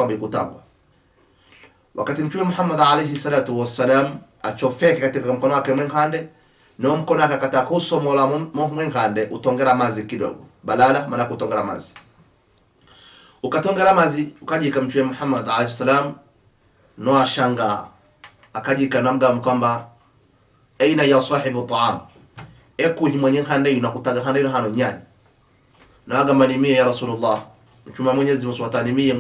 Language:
Swahili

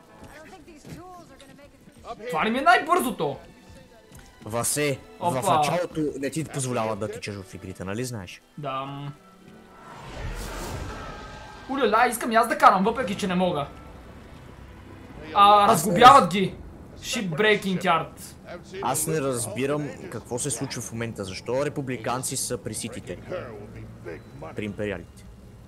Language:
Bulgarian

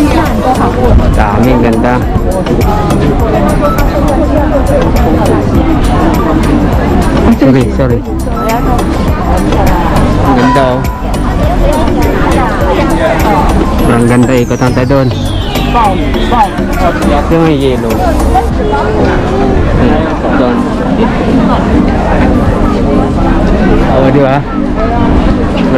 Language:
Filipino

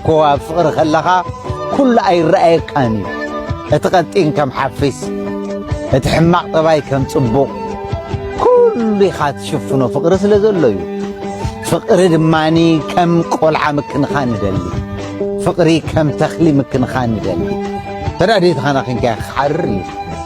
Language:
Tigrinya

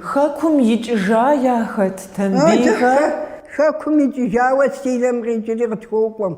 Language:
Kabardian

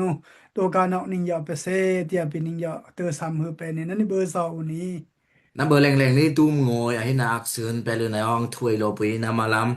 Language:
Daai Chin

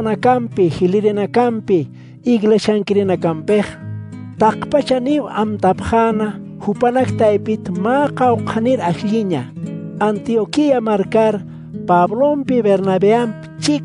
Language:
Aymara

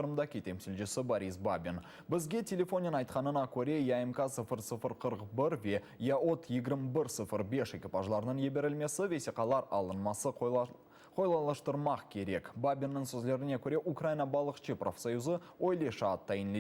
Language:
Crimean Tatar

